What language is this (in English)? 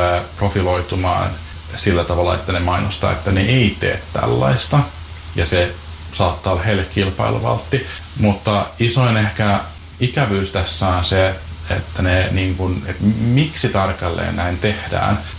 Finnish